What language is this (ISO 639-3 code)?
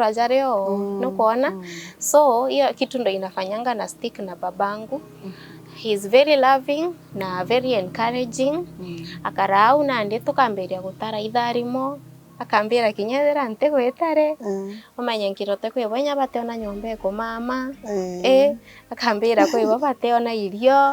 mer